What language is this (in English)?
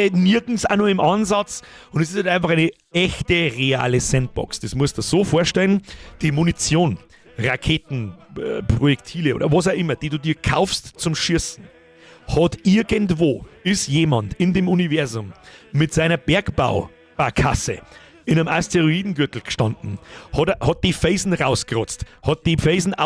Bavarian